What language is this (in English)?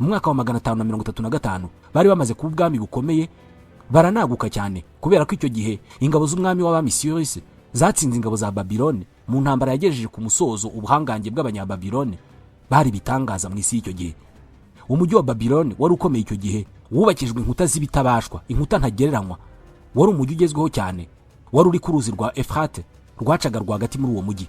Kinyarwanda